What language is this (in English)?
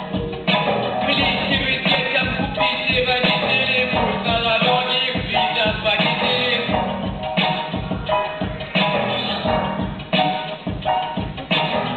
Russian